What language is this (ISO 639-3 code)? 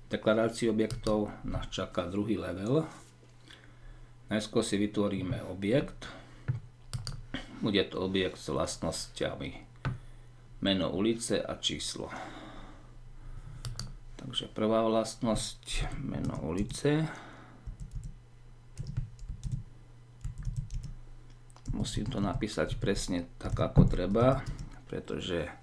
slk